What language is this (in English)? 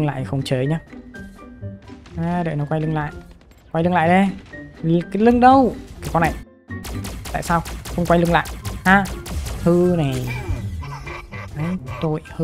Vietnamese